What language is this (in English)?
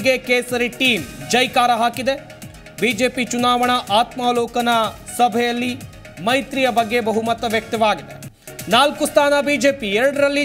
Kannada